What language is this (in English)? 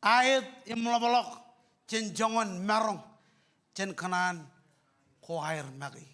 Marshallese